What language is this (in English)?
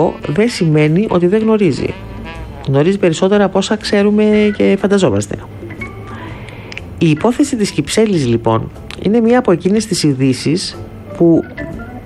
Greek